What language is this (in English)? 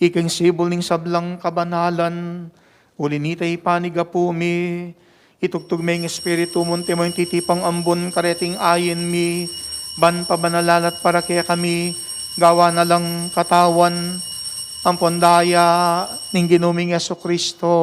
Pampanga